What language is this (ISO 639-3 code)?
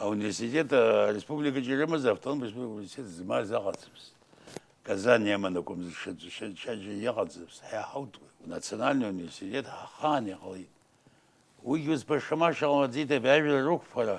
abk